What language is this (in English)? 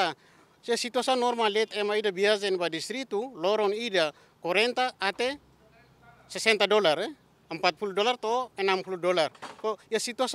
Tetum